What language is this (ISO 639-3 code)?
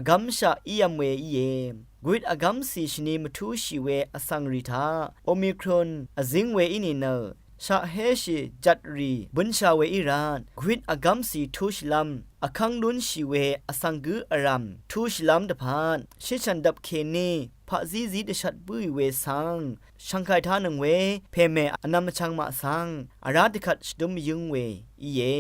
raw